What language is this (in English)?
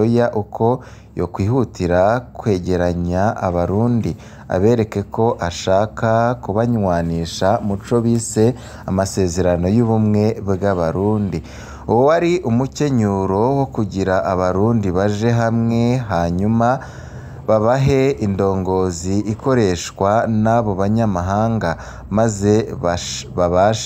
Rundi